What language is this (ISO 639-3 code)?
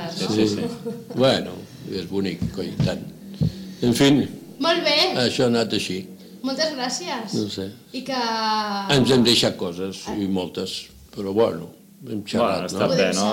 cat